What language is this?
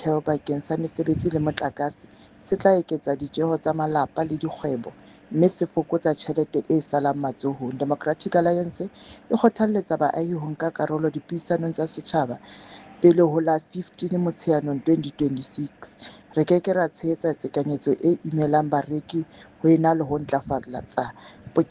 Southern Sotho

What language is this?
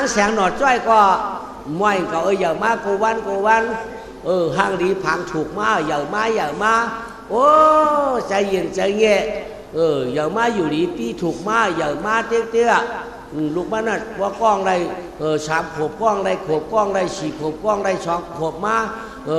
Shan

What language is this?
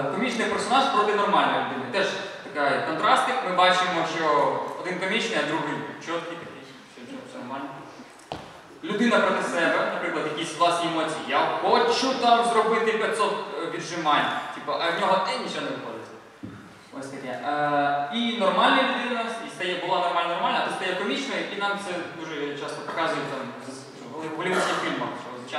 Ukrainian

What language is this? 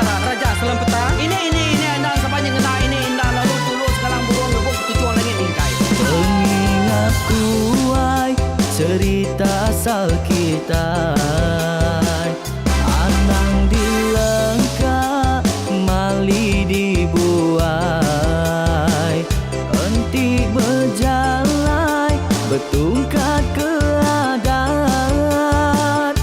Iban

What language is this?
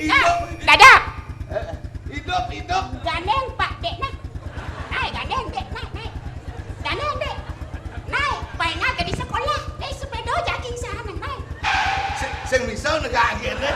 Balinese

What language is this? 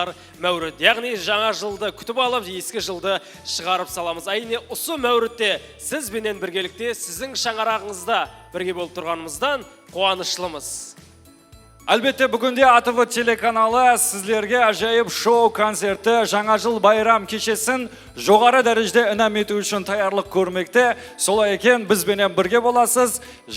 Kara-Kalpak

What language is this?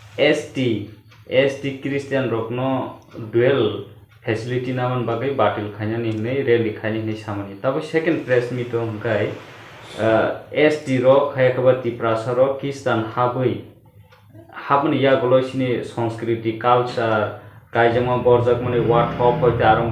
Kok Borok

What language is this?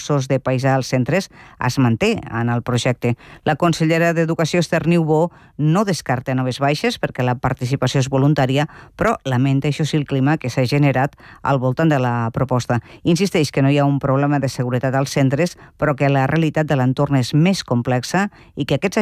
Catalan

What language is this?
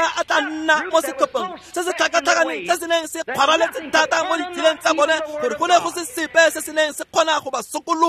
Tswana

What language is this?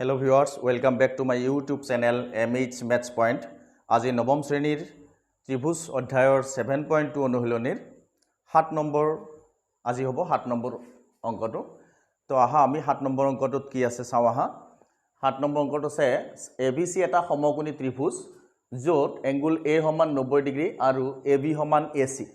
Assamese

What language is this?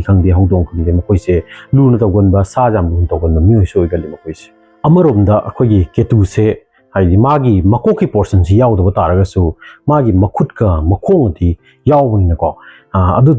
Manipuri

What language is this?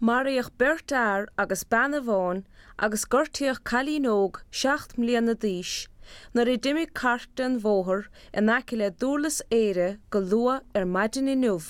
Irish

